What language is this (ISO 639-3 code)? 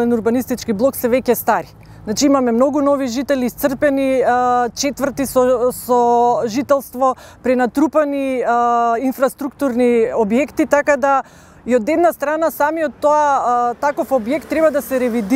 mkd